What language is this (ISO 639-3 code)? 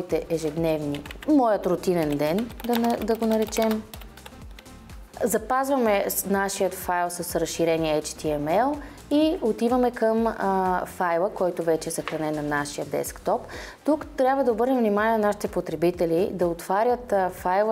bul